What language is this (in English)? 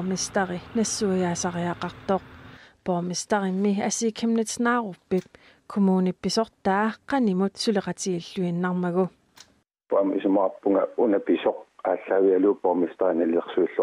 Kalaallisut